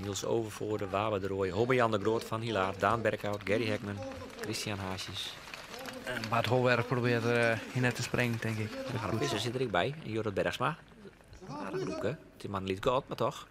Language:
Western Frisian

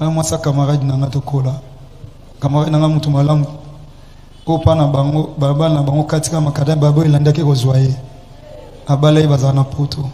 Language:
Lingala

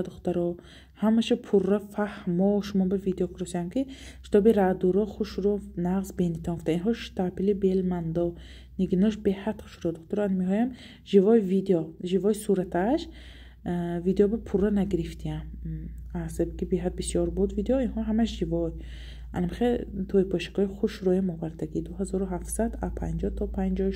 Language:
Tajik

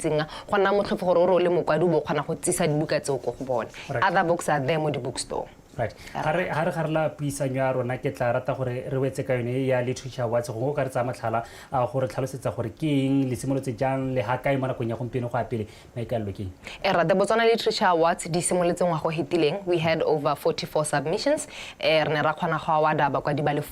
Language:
Tswana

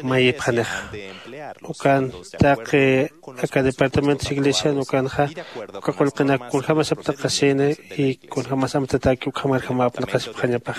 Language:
Aymara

